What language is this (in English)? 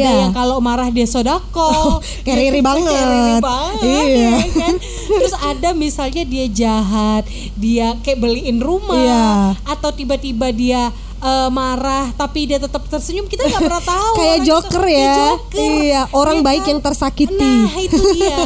Indonesian